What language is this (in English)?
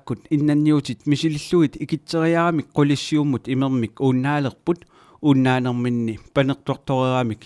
Kalaallisut